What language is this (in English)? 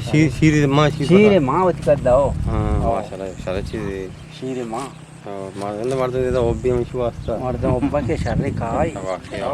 Eastern Balochi